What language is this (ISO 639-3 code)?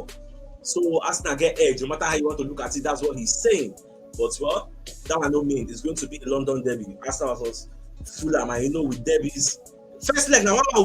pcm